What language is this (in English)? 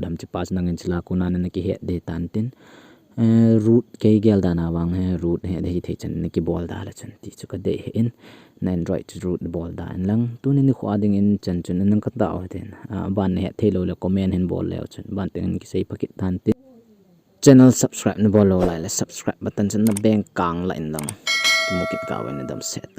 Thado Chin